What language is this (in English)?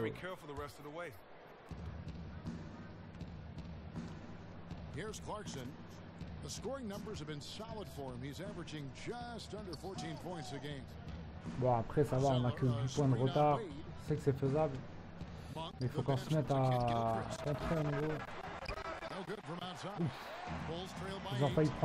French